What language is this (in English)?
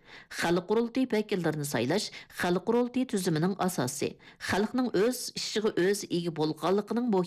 Uyghur